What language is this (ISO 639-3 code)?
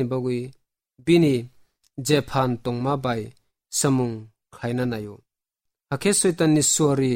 trp